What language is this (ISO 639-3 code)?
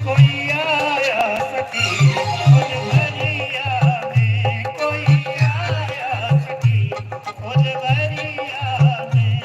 doi